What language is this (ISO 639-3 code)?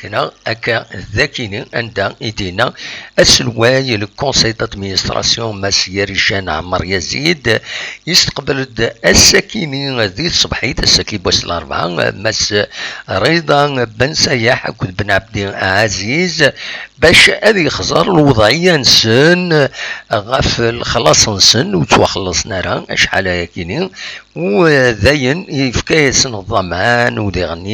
kab